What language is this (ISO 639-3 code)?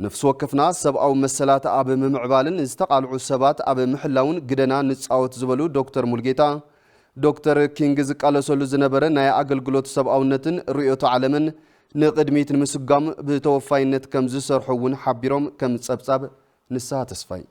tir